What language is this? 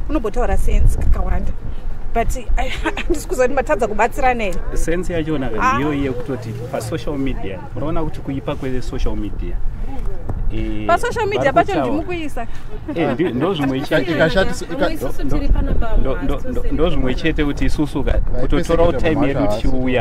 Shona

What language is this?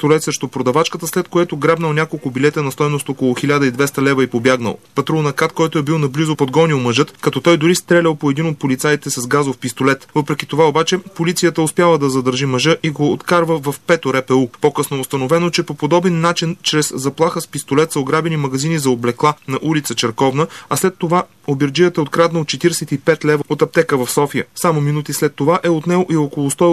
Bulgarian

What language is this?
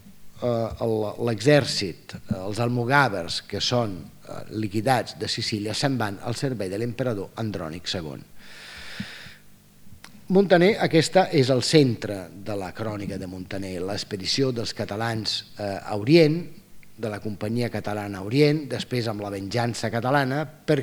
Catalan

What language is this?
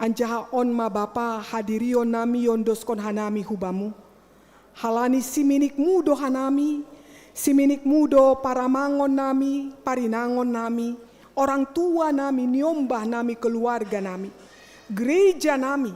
Batak Simalungun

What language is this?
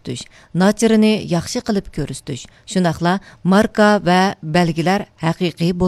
Uyghur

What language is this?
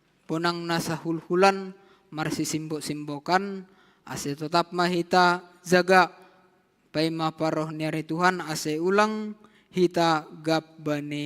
Batak Simalungun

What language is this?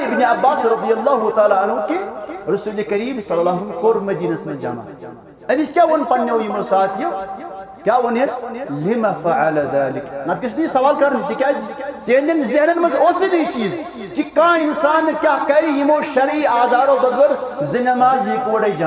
Kashmiri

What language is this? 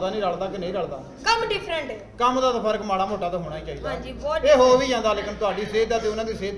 Punjabi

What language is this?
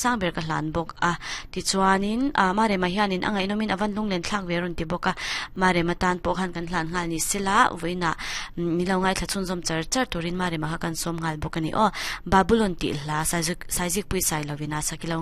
Mizo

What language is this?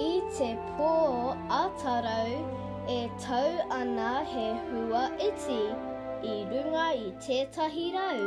Māori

